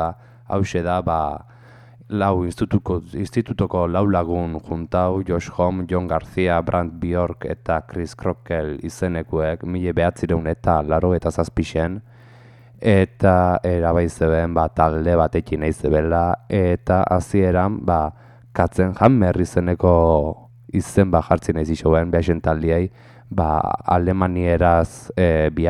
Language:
Basque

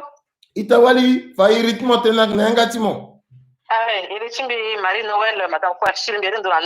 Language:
Sango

